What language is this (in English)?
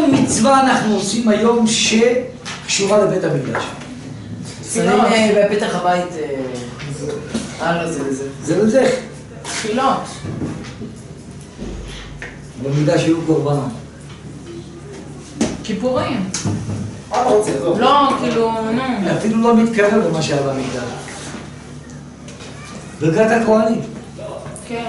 Hebrew